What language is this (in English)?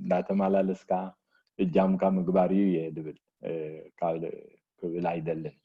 Tigrinya